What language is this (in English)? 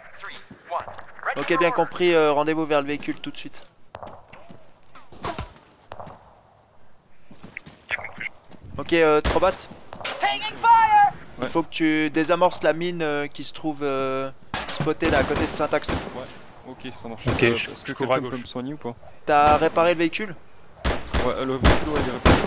French